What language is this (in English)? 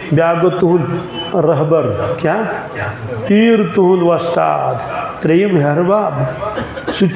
Kashmiri